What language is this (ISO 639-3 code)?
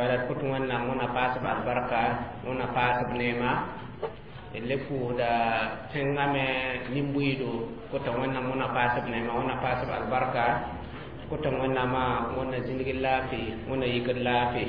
mos